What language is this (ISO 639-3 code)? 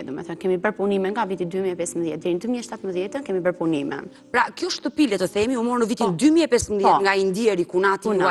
sqi